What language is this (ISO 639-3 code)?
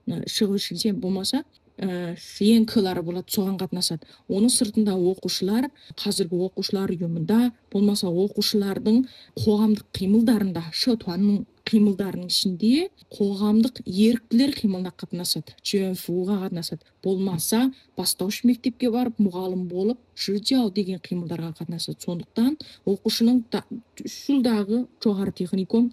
kaz